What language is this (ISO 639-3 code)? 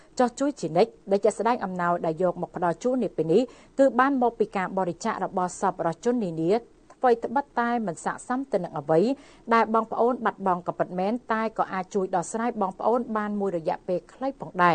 khm